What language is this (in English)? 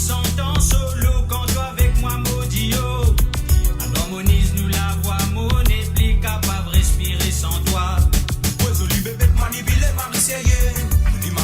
Morisyen